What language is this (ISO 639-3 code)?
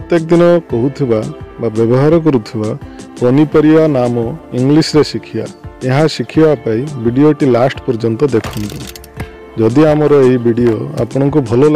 ori